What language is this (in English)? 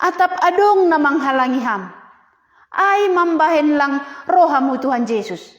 Batak Simalungun